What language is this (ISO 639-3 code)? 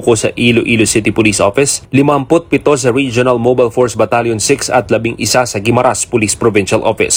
fil